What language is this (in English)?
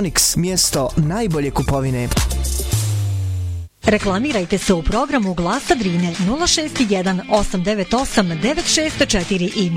Bosnian